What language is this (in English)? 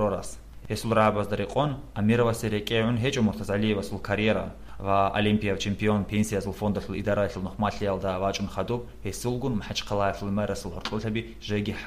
Avaric